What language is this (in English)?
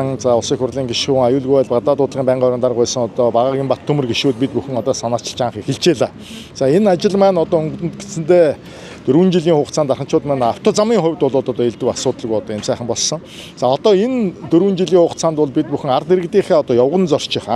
Mongolian